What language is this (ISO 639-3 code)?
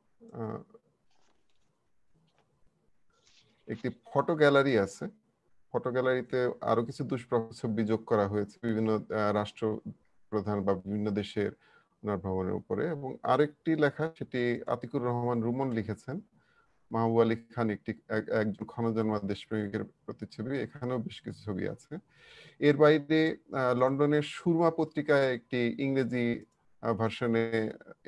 ben